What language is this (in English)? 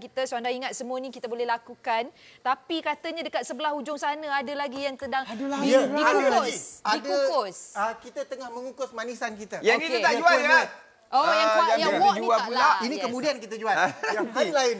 Malay